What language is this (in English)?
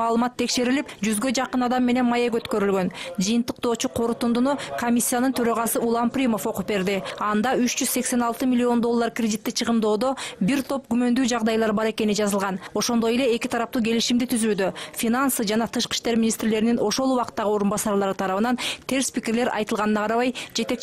Kyrgyz